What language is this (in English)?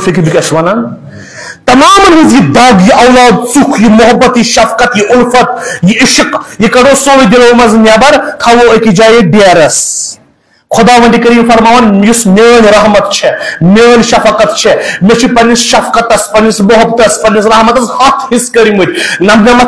Kashmiri